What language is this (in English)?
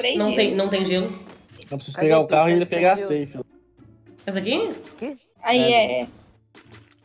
Portuguese